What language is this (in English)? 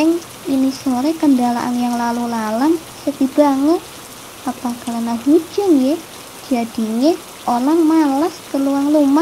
Betawi